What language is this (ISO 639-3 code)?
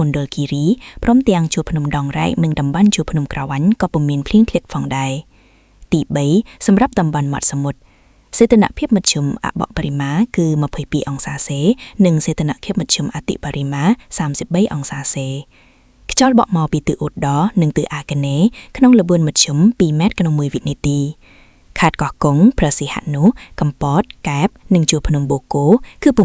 khm